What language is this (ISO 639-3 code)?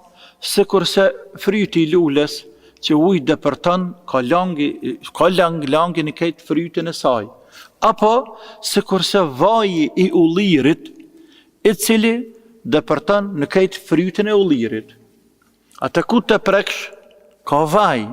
sqi